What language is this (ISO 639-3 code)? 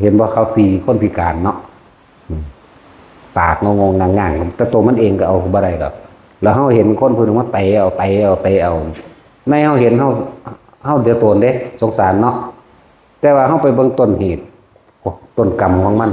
lao